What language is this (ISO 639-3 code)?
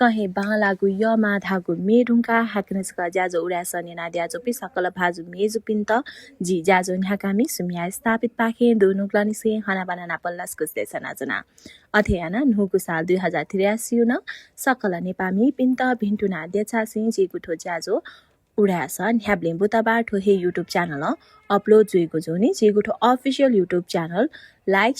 new